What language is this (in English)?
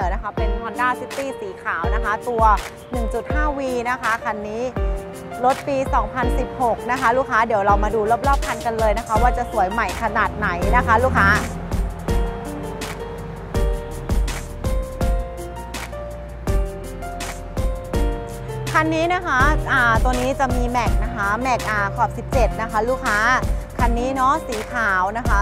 Thai